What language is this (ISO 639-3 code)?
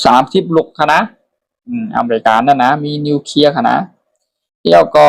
shn